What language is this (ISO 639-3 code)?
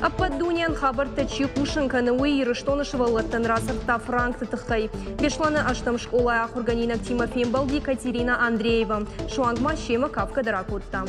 oss